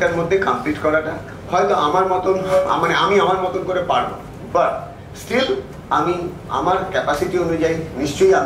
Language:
Bangla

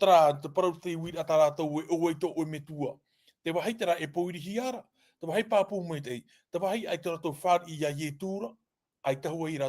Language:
Tahitian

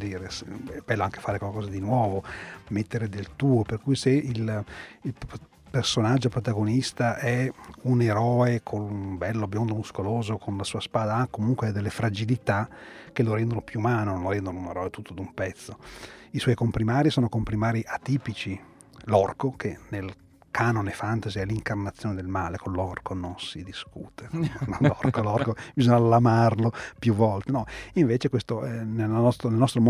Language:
Italian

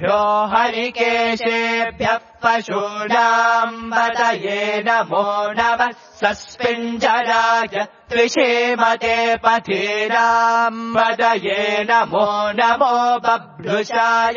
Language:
Sanskrit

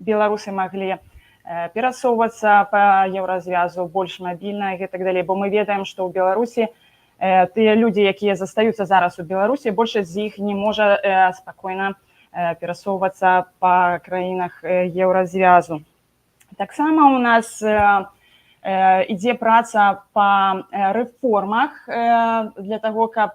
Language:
Belarusian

